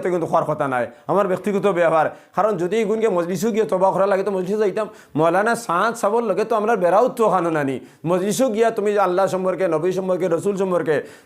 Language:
Sylheti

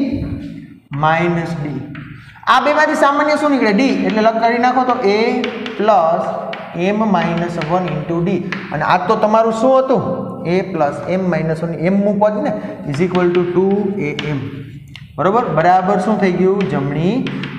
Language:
Gujarati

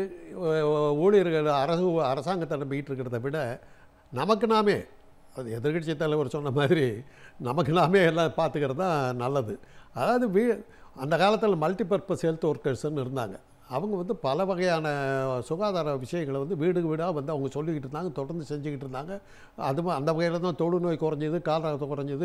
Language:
Tamil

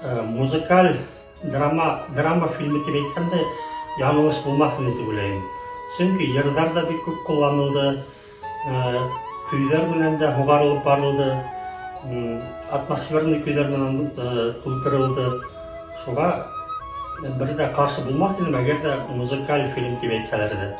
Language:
Bashkir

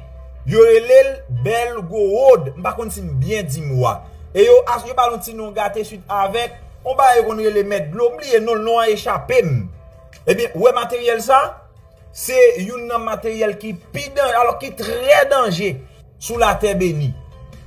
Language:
Haitian Creole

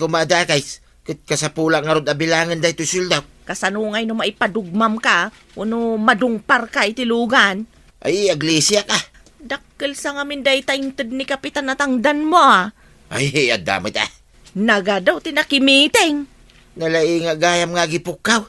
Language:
Iloko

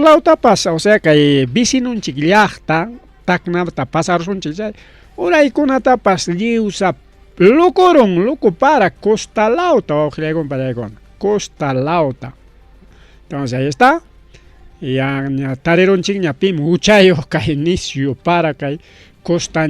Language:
Ayacucho Quechua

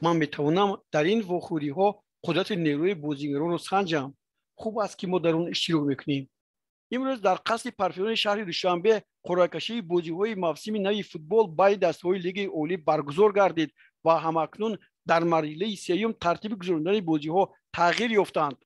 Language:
Tajik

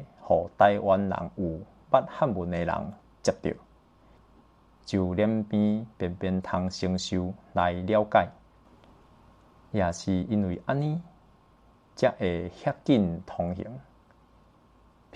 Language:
Min Nan Chinese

